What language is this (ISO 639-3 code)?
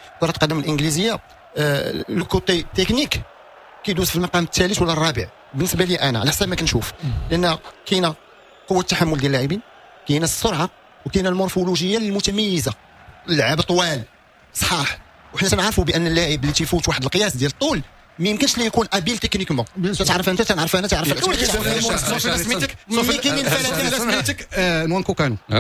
ary